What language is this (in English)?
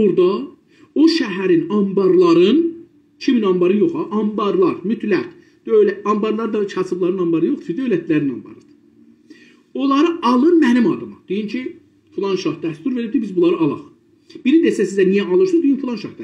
South Azerbaijani